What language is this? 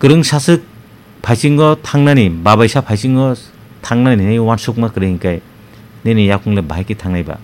Kok Borok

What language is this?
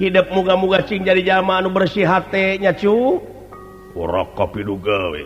Sundanese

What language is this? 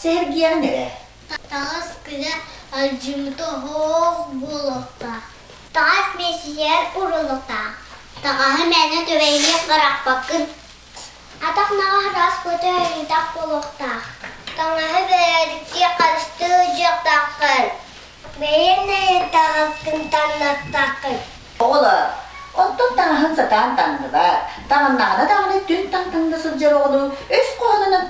Yakut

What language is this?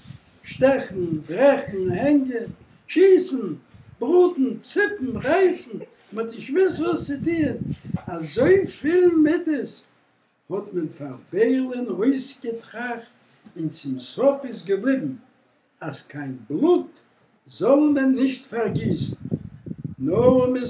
Yiddish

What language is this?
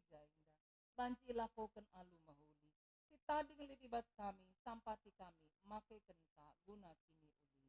Batak Karo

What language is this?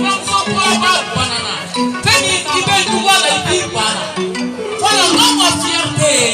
Bambara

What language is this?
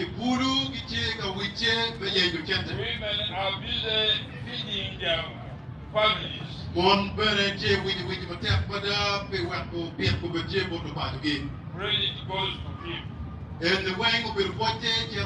Acoli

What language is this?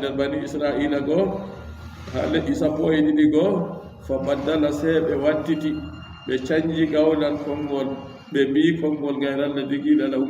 Fula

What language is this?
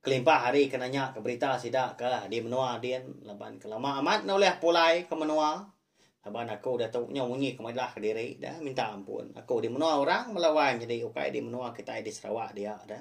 Iban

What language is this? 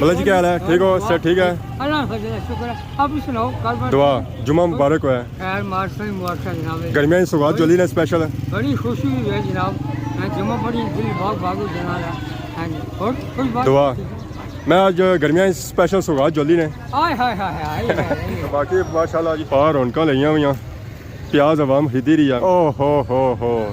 Pahari-Potwari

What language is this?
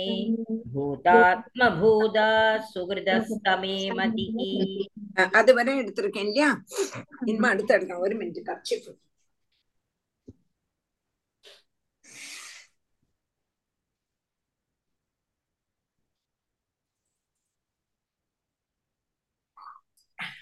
Tamil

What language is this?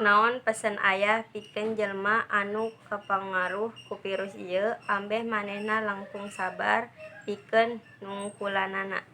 Sundanese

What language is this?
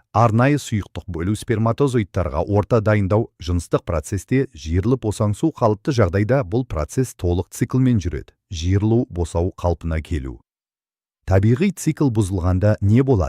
Kazakh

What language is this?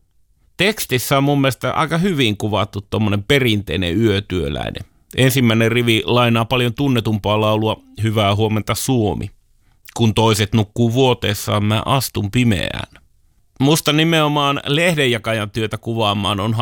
Finnish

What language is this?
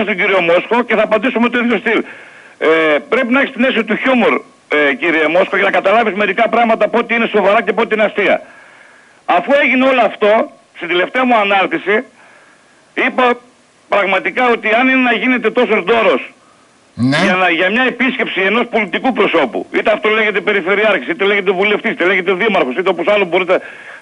Greek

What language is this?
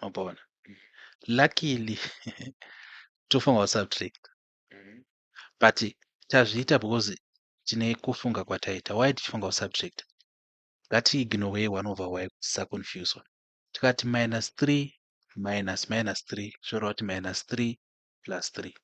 Shona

